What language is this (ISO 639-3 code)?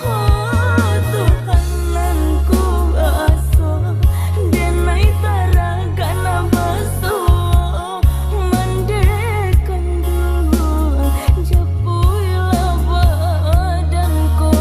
min